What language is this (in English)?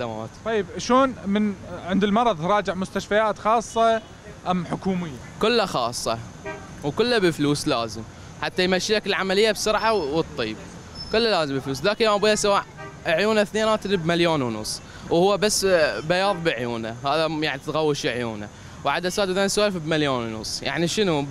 Mesopotamian Arabic